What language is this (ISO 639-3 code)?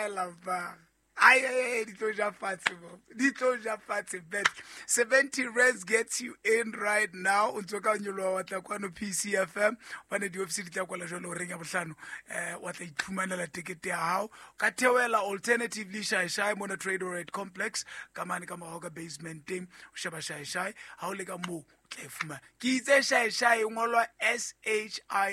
sot